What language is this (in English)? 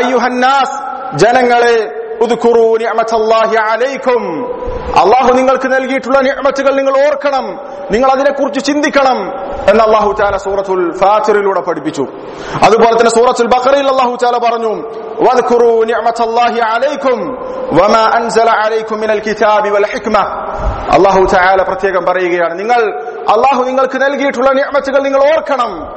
Malayalam